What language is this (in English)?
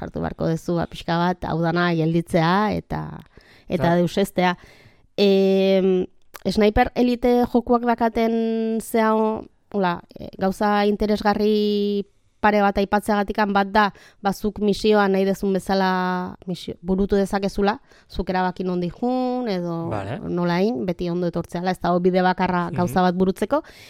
Basque